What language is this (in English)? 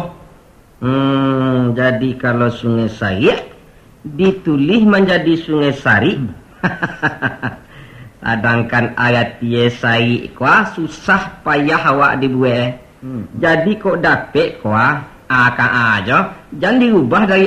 Minangkabau